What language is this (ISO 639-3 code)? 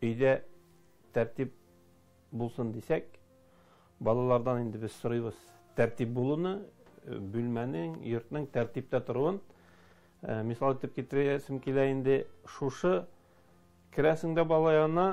tat